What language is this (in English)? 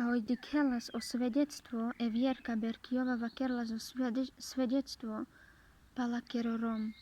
Carpathian Romani